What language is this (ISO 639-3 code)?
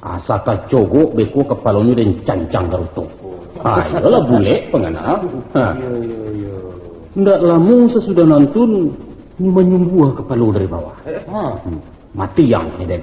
min